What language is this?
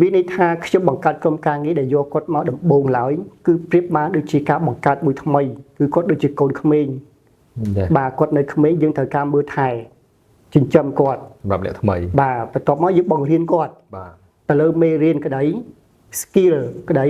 Khmer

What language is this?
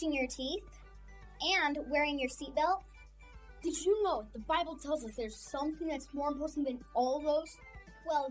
English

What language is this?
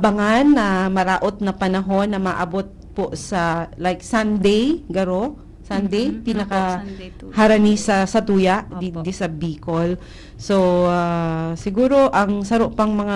Bikol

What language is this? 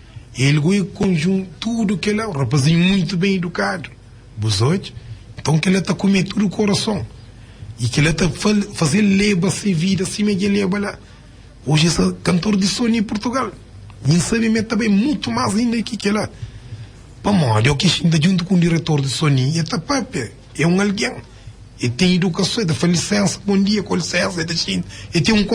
Kabuverdianu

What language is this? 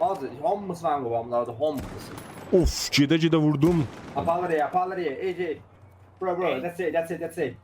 South Azerbaijani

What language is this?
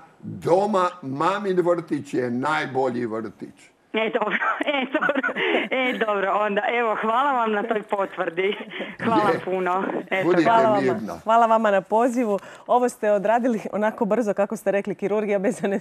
Croatian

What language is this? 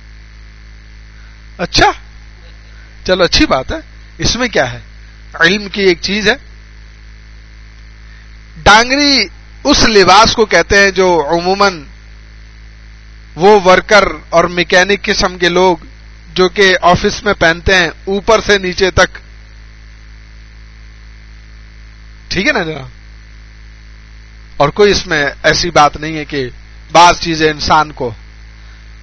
Urdu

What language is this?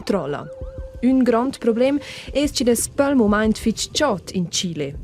Romansh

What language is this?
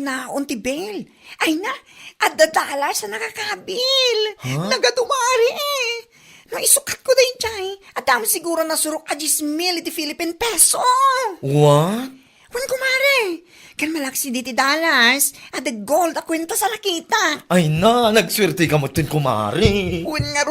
Iloko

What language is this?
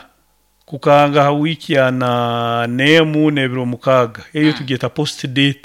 Nyankole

